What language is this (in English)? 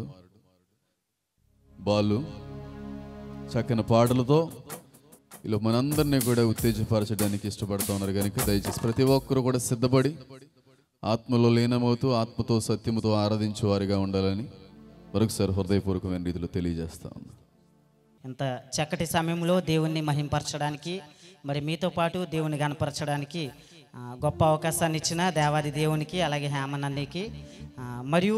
Telugu